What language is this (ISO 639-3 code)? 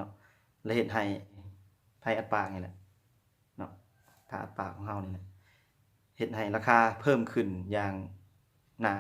lao